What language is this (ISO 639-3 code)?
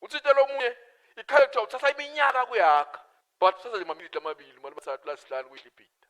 ssw